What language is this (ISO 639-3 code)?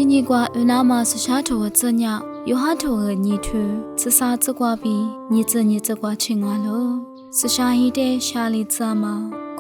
lis